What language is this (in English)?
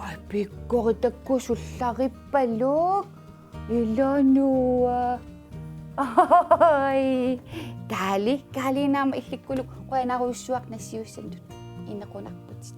Kalaallisut